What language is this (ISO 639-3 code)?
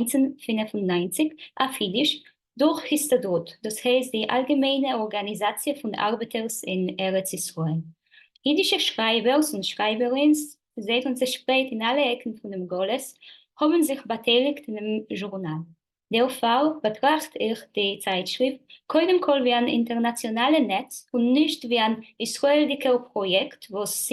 yid